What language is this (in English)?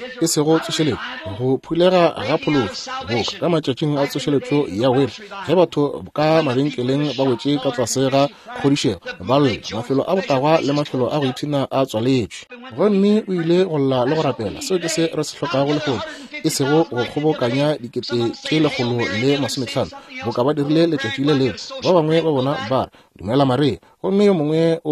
Northern Sotho